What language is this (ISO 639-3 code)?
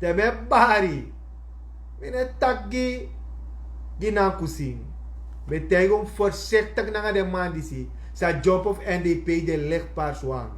srn